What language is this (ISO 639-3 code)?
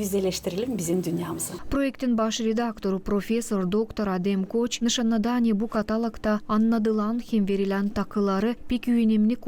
gag